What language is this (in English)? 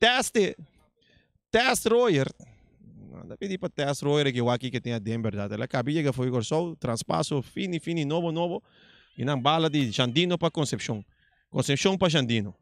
Papiamento